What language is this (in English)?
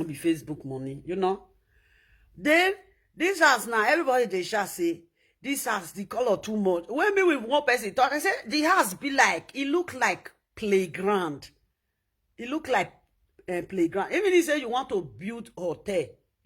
Nigerian Pidgin